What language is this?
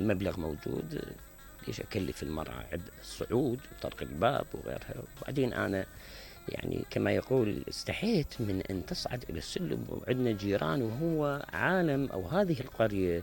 Mesopotamian Arabic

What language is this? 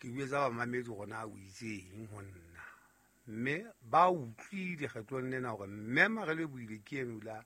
Southern Sotho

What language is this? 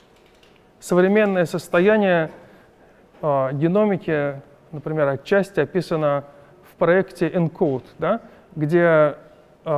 Russian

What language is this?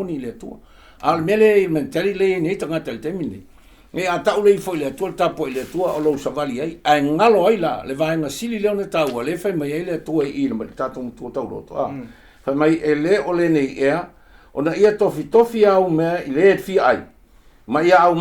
Samoan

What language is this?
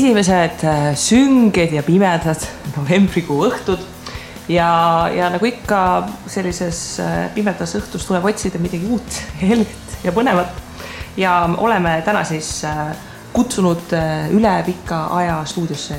Estonian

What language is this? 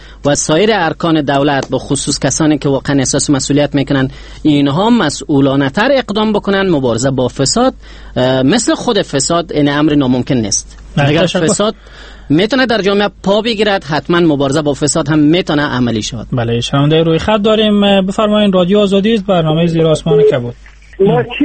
Persian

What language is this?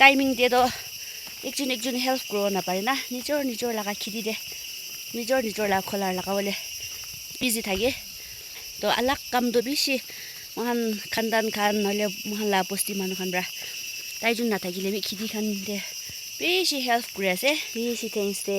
Naga Pidgin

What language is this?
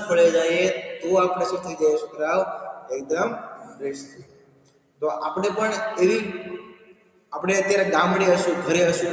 Gujarati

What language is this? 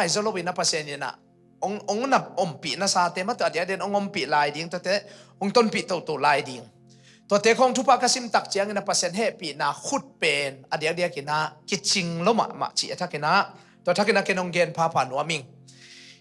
Tedim Chin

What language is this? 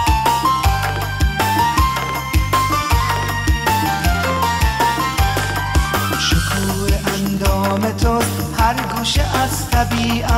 Persian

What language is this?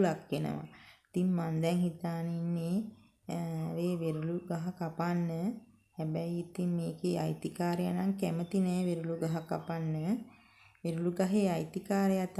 Sinhala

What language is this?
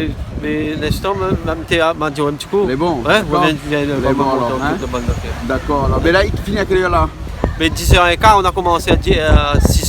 Réunion Creole French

